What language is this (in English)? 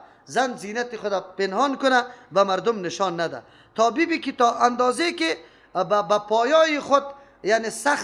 Persian